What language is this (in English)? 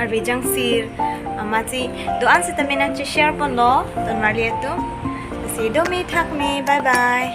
Karbi